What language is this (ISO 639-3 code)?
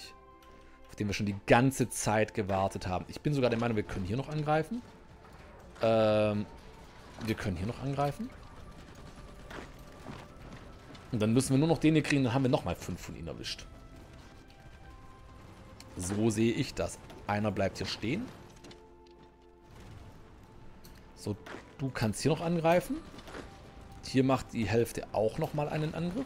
deu